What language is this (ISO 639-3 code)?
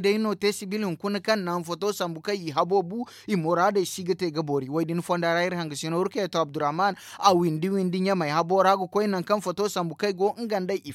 dje